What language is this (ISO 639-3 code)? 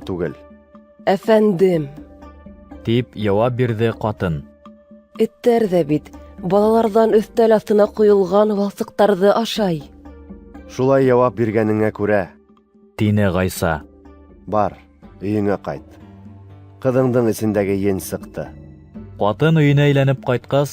bak